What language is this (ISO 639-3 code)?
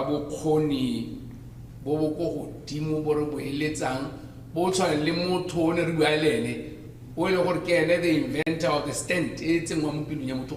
tsn